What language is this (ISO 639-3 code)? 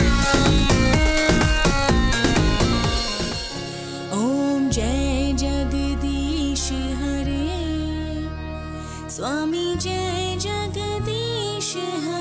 bho